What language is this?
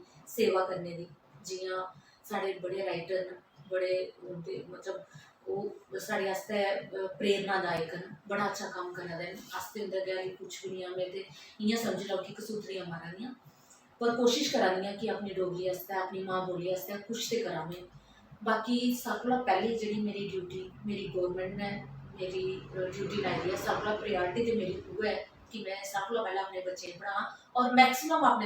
Dogri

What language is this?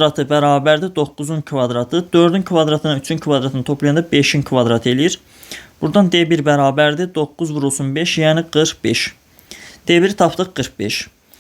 Azerbaijani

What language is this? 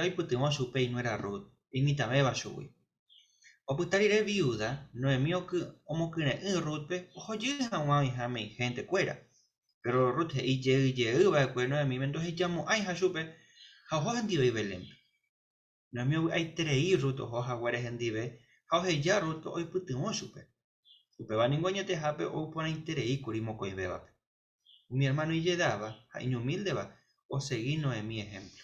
Guarani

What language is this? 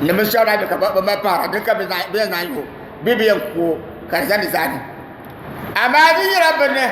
Dagbani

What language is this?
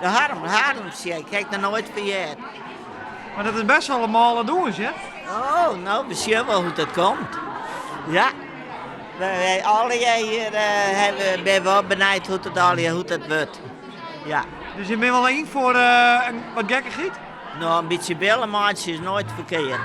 Western Frisian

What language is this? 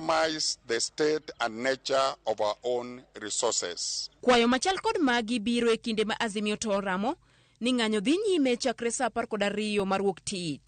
Luo (Kenya and Tanzania)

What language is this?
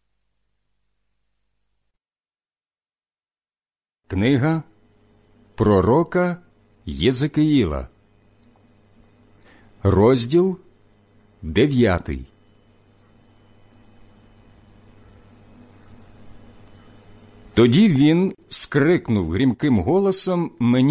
Ukrainian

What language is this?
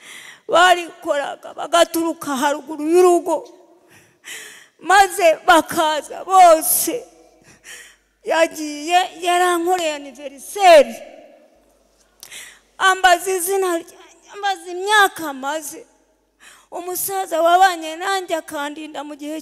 Kinyarwanda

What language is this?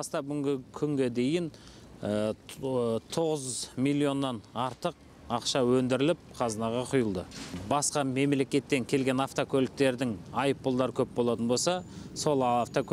Kazakh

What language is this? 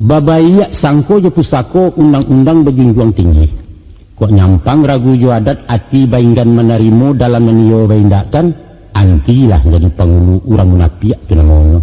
Minangkabau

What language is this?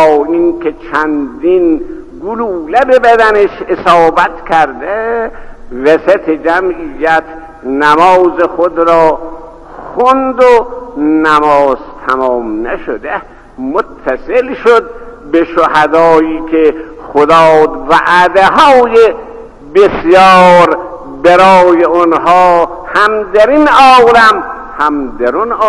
Persian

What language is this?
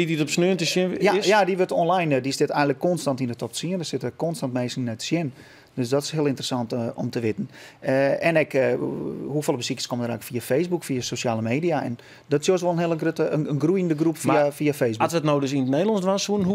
Western Frisian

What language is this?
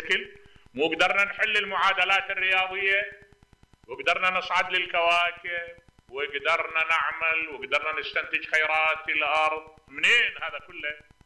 Mesopotamian Arabic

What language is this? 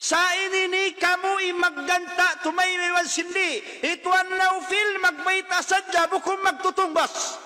Tausug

